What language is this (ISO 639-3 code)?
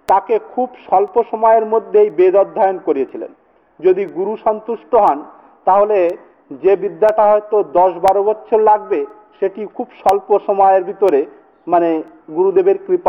ben